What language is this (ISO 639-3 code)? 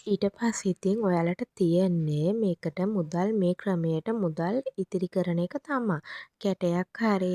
sin